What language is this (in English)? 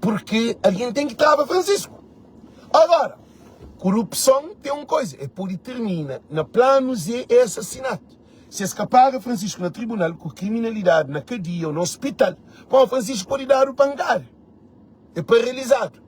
Kabuverdianu